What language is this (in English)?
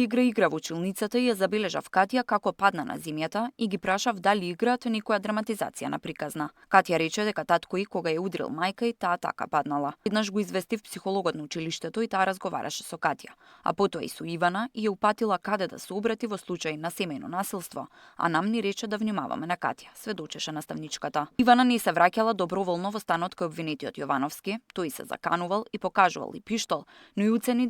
Macedonian